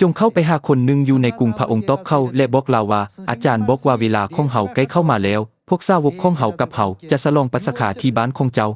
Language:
Lao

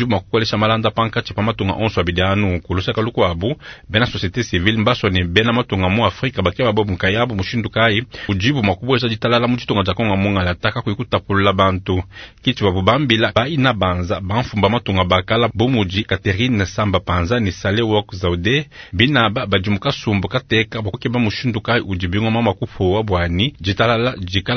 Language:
Luba-Lulua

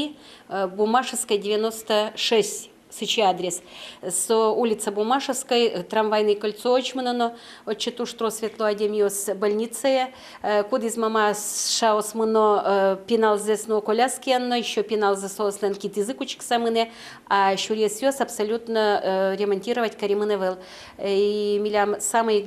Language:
Udmurt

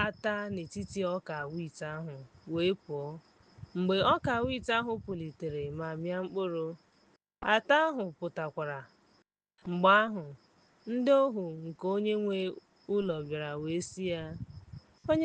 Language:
Igbo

